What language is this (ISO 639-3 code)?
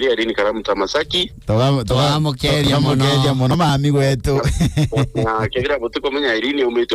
mer